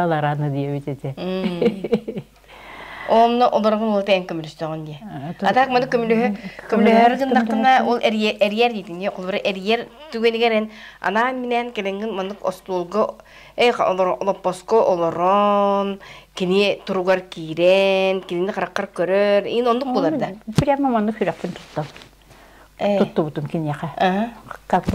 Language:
Yakut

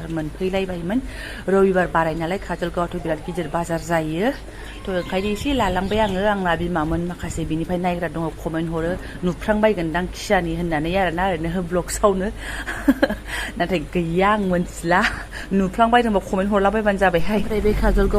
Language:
Bodo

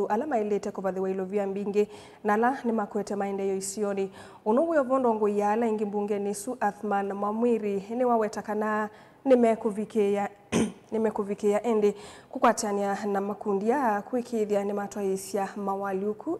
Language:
Kamba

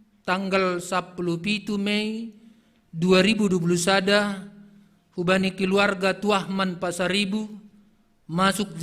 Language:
Batak Simalungun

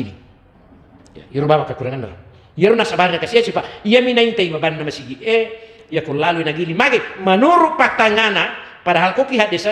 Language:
Buginese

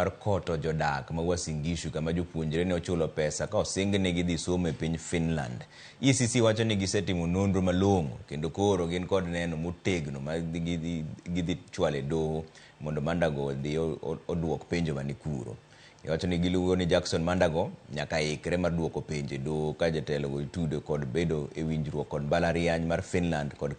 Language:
Luo (Kenya and Tanzania)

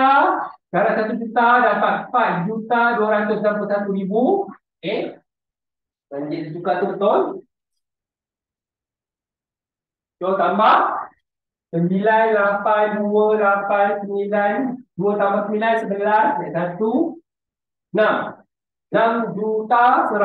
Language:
Malay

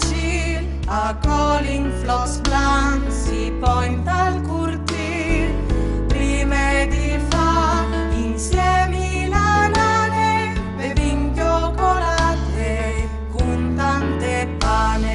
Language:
Friulian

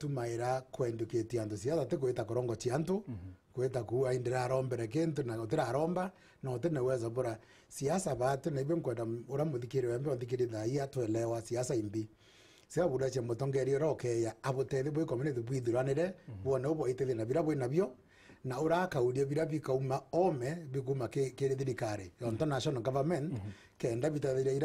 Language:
Meru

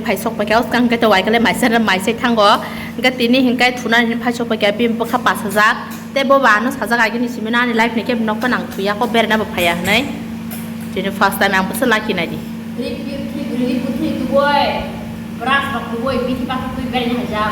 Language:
Kok Borok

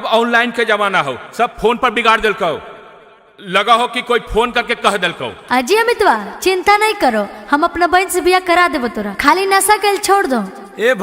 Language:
Magahi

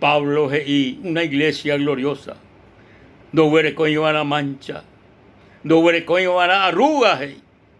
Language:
Guarani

